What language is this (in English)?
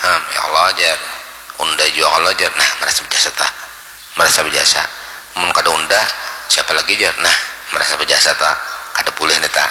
Banjar